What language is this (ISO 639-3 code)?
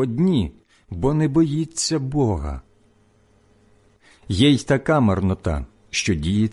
ukr